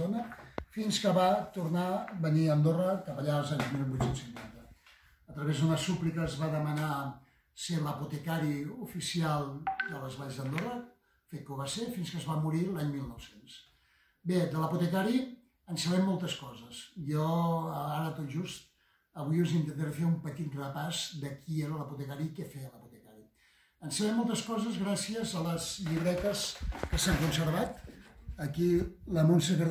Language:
Catalan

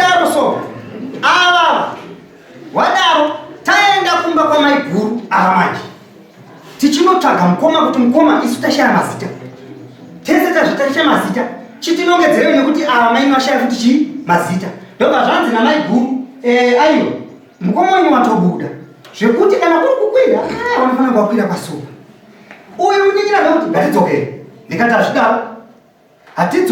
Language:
Shona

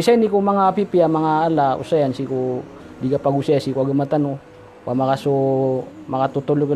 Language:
Maranao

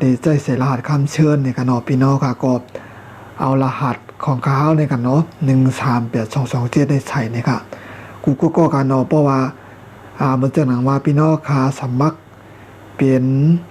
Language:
Shan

